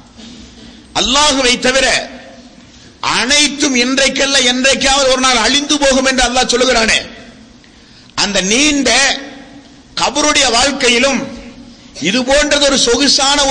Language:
Tamil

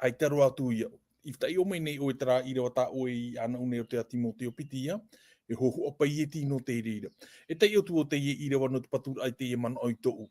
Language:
Tahitian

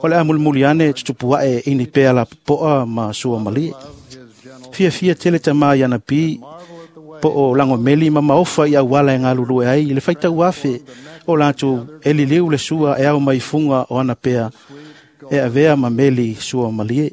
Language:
Samoan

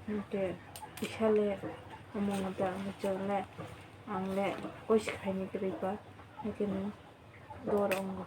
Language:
Kok Borok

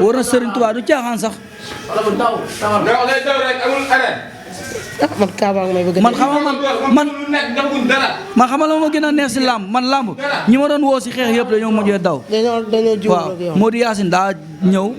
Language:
Wolof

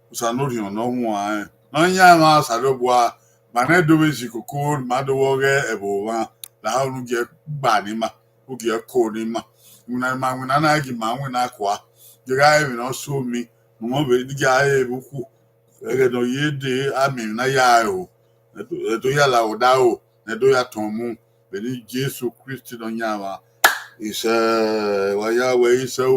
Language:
Bini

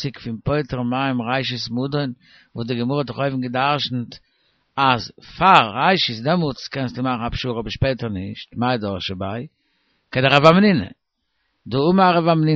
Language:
Yiddish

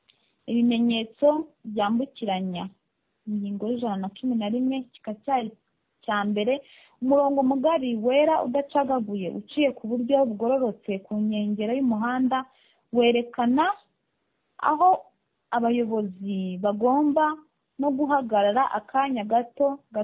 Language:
Kinyarwanda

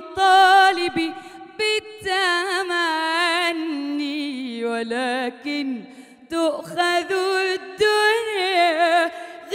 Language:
Egyptian Arabic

